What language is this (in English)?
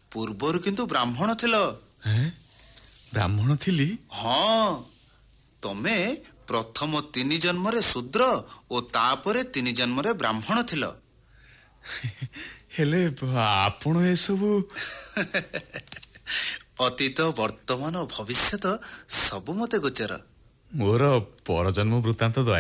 Odia